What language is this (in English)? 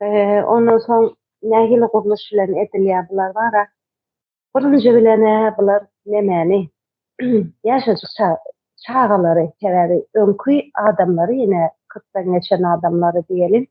Turkmen